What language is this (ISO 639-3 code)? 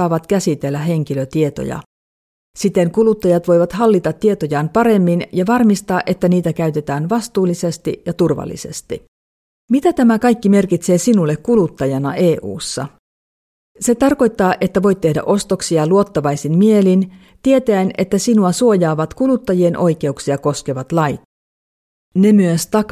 fin